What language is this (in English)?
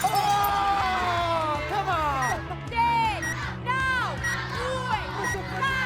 Welsh